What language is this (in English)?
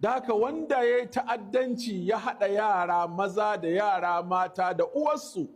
Hausa